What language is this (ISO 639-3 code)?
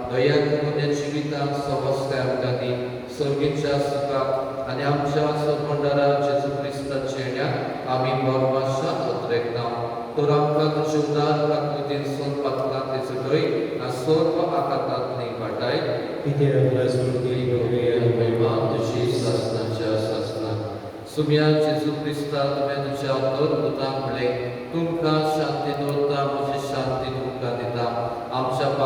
kok